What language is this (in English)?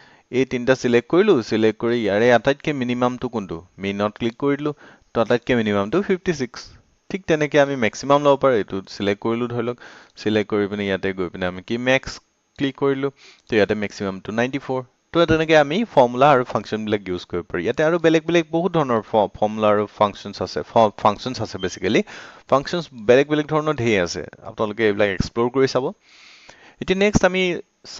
Assamese